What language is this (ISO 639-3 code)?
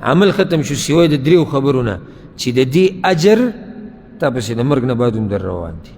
pus